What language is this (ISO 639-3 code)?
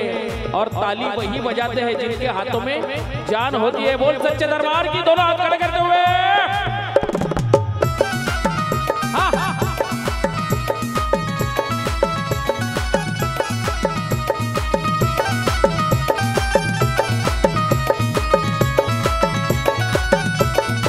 hin